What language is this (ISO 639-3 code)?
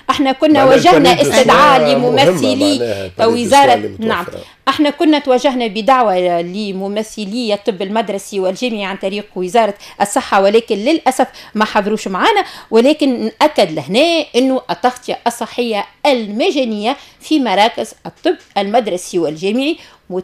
aeb